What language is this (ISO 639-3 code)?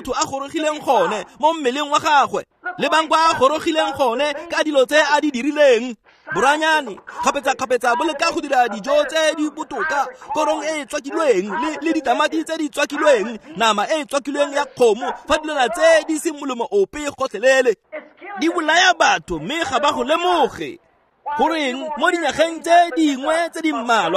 tsn